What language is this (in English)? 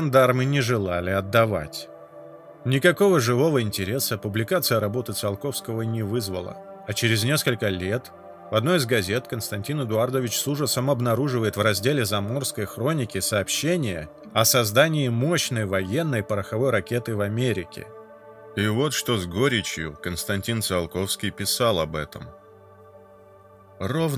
Russian